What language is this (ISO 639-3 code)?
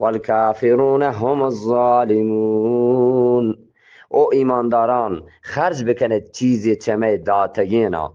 bgp